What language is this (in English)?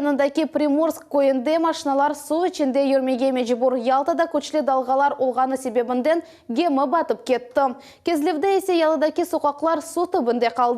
Crimean Tatar